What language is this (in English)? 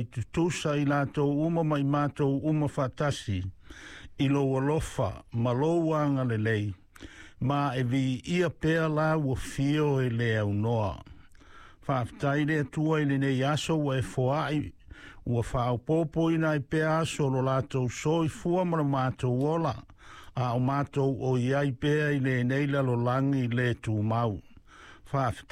Samoan